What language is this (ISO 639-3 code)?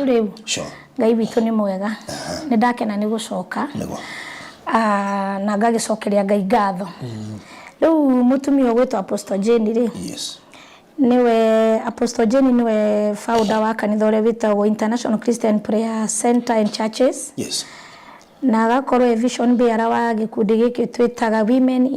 kik